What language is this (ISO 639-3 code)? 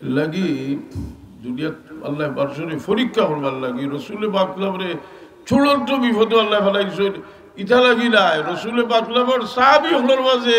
syl